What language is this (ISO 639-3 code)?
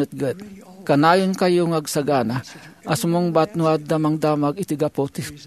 ilo